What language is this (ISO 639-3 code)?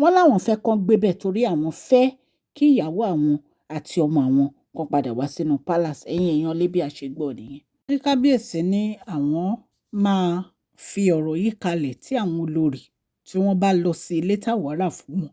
yor